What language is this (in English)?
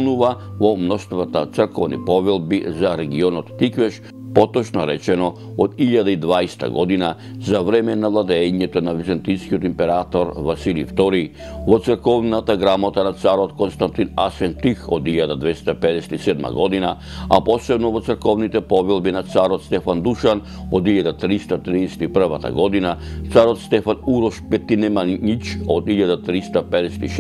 Macedonian